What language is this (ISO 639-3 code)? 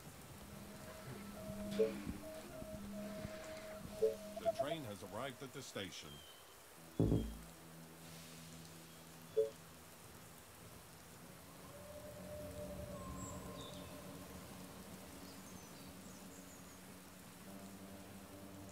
eng